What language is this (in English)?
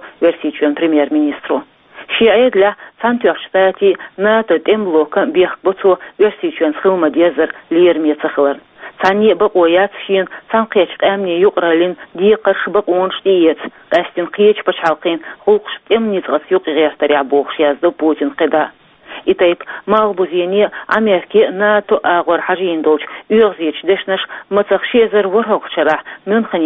Chechen